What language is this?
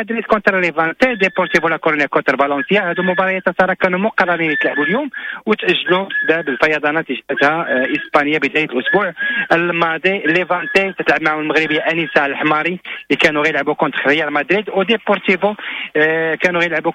Moroccan Arabic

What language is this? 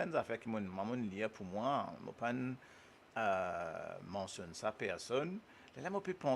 Morisyen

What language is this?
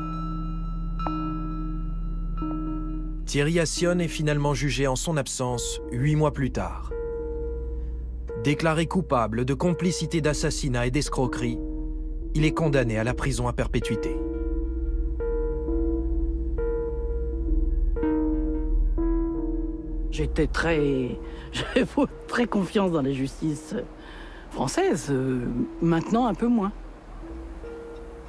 French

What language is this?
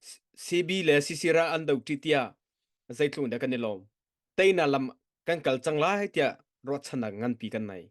Hakha Chin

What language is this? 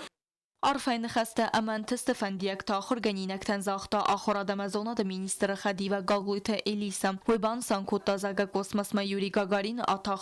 Ossetic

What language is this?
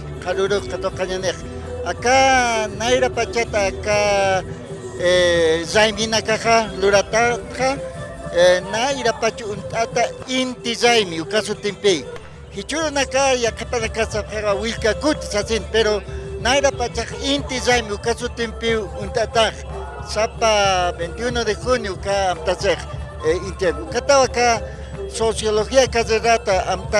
Aymara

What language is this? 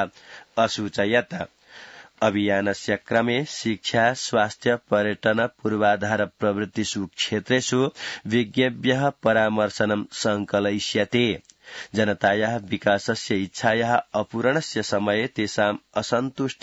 Sanskrit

